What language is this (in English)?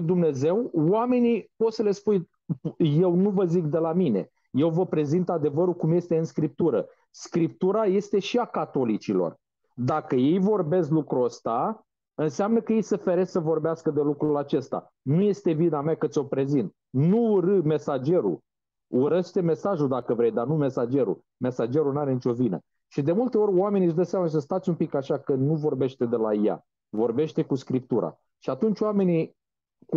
Romanian